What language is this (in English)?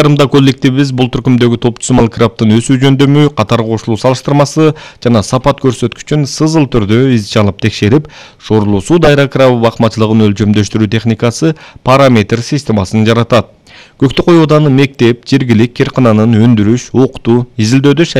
Kyrgyz